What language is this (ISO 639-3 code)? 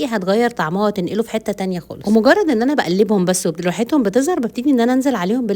arz